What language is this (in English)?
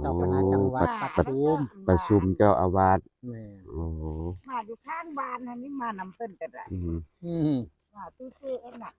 Northeastern Thai